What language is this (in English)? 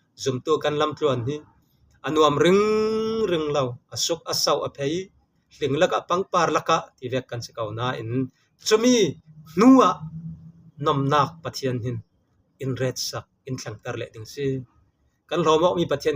Falam Chin